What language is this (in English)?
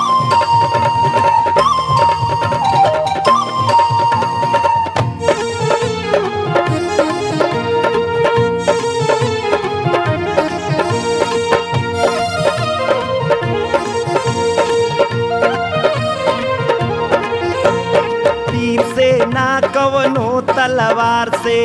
Bhojpuri